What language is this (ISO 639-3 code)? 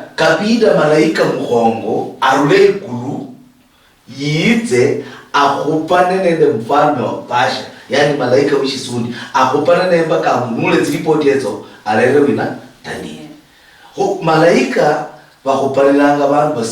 luy